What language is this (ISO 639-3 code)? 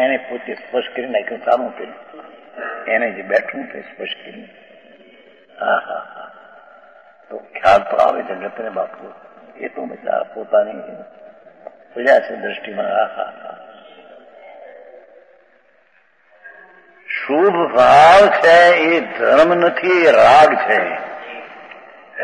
guj